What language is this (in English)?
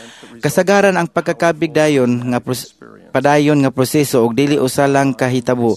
Cebuano